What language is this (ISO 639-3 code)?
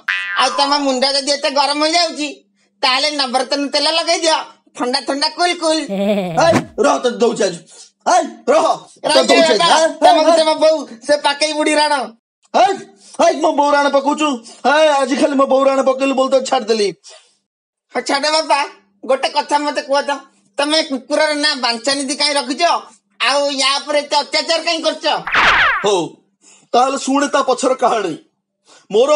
ori